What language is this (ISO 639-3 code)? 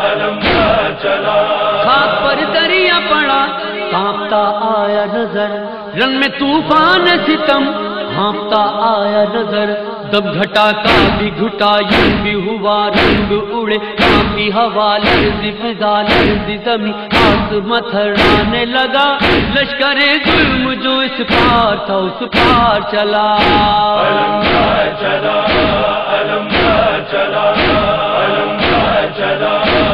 urd